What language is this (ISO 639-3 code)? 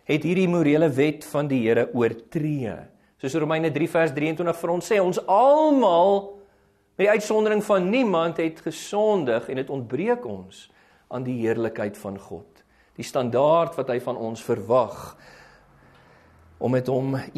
afr